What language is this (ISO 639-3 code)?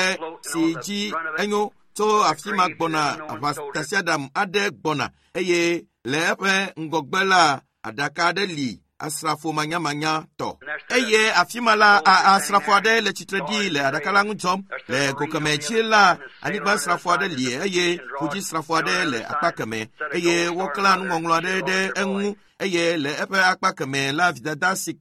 ewe